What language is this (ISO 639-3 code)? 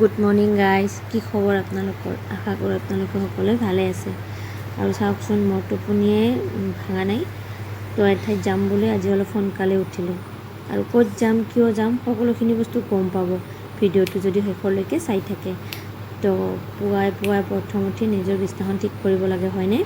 asm